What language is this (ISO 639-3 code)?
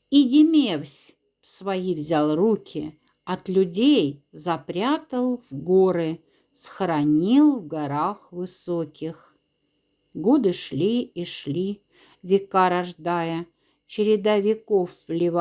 mdf